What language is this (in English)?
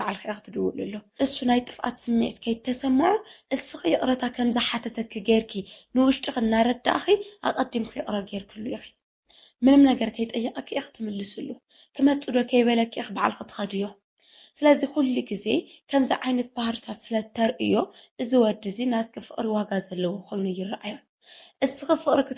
Tigrinya